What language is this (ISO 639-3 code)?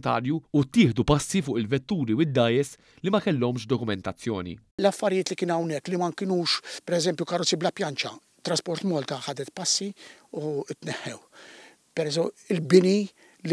mlt